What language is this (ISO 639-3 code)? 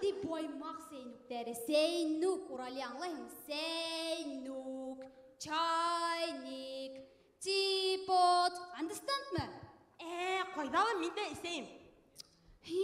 bak